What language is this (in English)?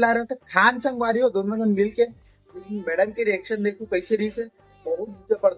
Chhattisgarhi